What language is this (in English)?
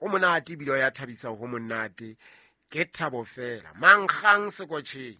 Southern Sotho